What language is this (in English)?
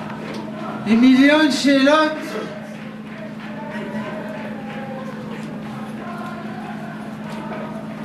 Hebrew